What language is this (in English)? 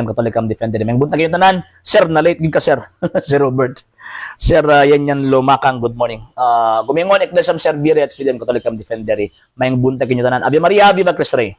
Cebuano